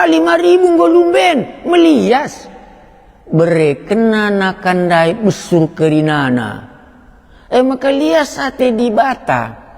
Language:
Batak Karo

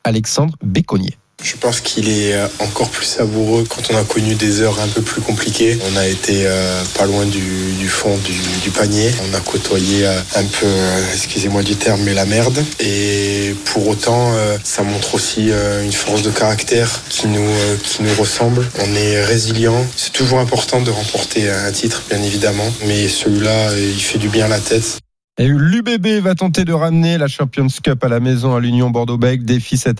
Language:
French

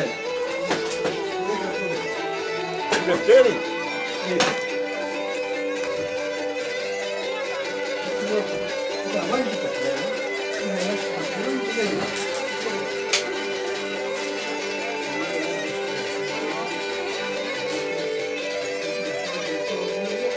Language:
Greek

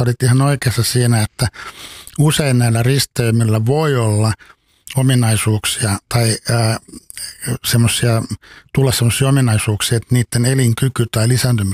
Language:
Finnish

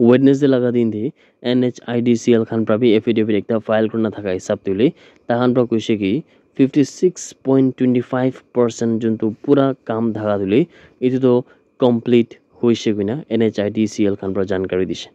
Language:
Naga Pidgin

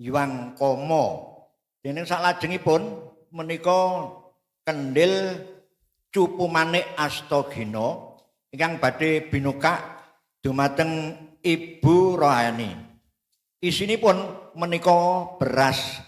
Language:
Javanese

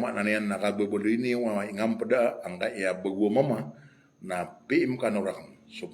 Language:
Maranao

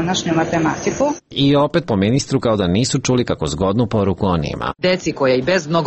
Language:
Serbian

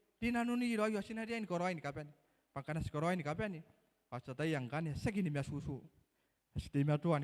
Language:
Gilbertese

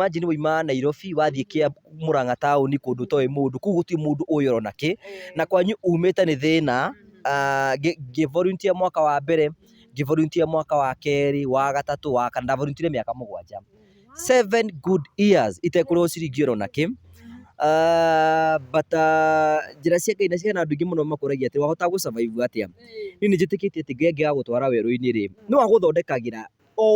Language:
Kikuyu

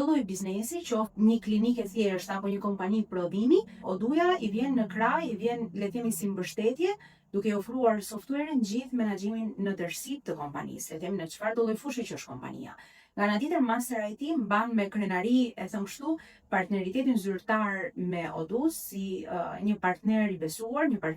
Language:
Albanian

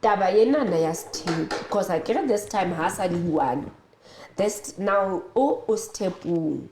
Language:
Southern Sotho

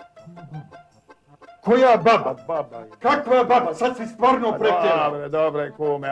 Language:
Croatian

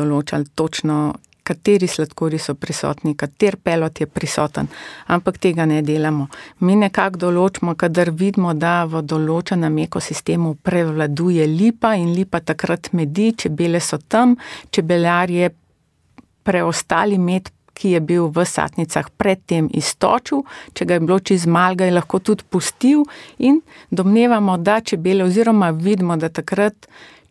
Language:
Slovenian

